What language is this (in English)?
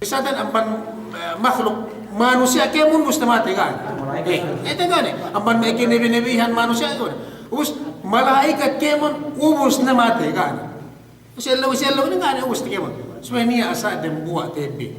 Yakan